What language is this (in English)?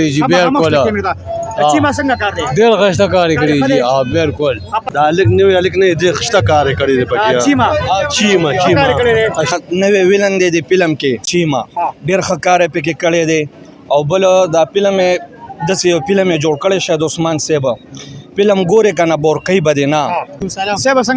Pashto